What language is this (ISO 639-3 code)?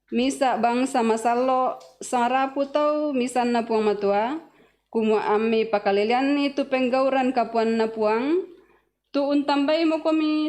sda